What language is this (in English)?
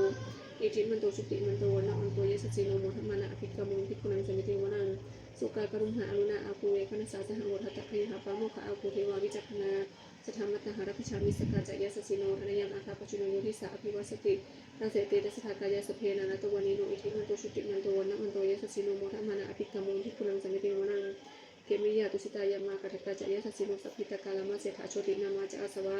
Pali